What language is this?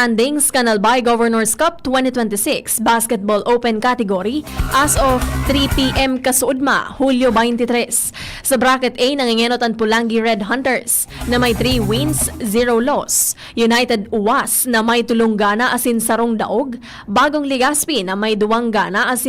Bikol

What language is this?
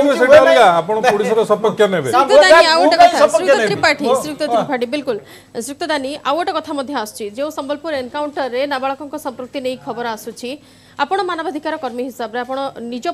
Odia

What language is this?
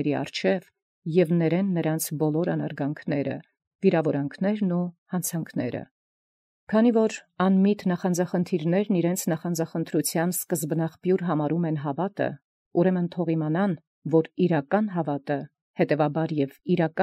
Armenian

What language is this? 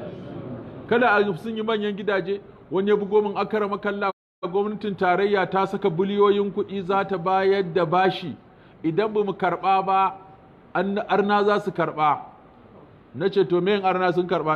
Hausa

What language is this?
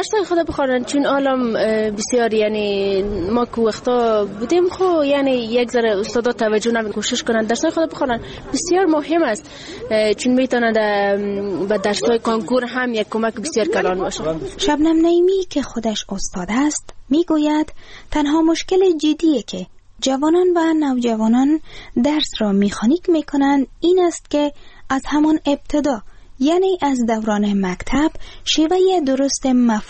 Persian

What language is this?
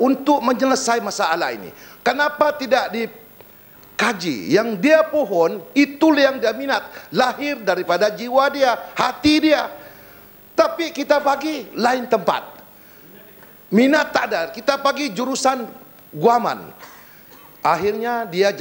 Malay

